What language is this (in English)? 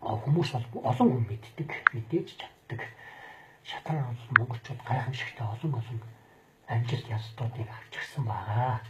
Mongolian